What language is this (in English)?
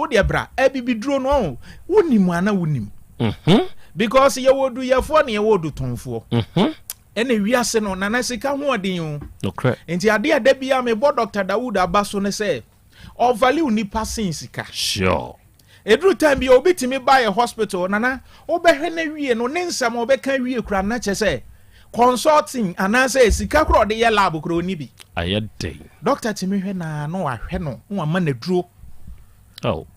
Akan